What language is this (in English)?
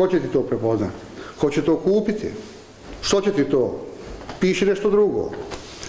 Bosnian